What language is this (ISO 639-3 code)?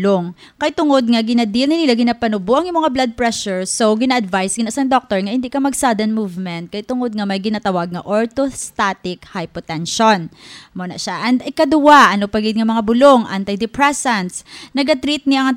hil